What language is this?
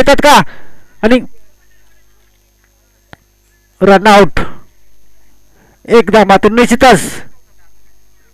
Marathi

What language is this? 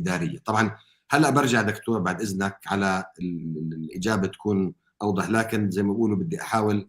North Levantine Arabic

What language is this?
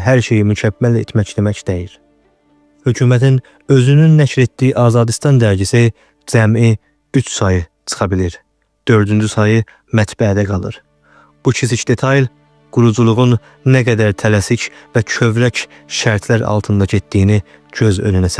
Azerbaijani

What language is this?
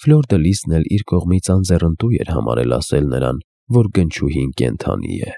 Armenian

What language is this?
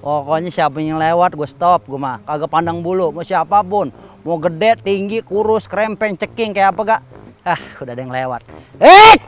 Betawi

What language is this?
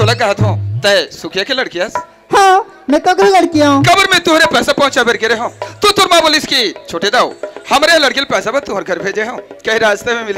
Chhattisgarhi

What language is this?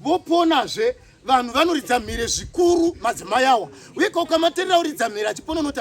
Shona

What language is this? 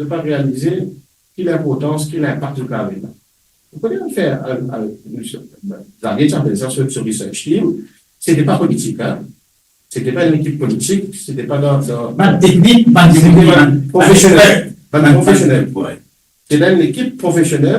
Morisyen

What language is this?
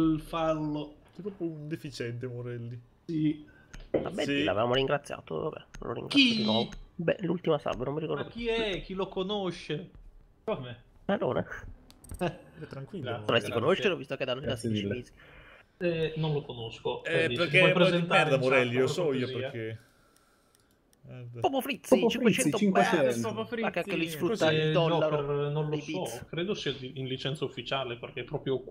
Italian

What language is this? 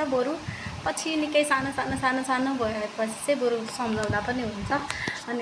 Nepali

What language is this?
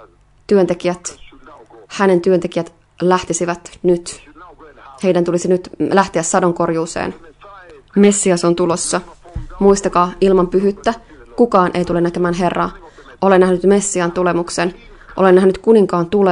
Finnish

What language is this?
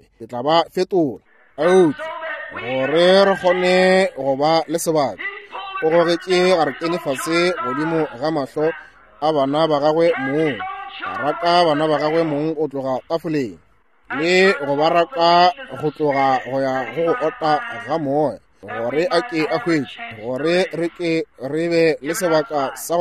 Northern Sotho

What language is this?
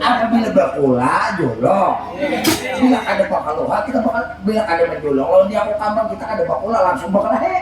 Banjar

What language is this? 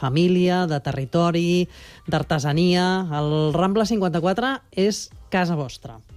Catalan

